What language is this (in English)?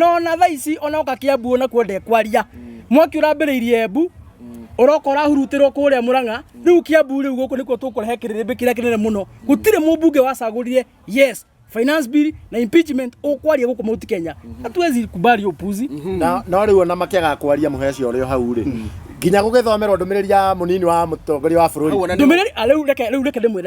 Kikuyu